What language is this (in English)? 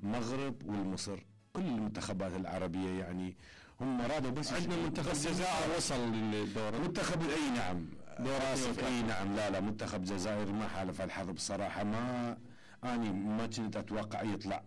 Mesopotamian Arabic